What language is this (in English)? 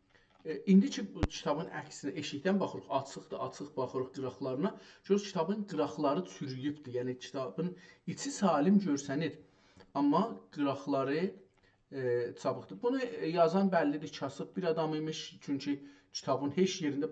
South Azerbaijani